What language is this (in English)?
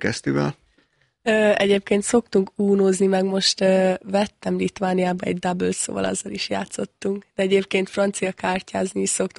Hungarian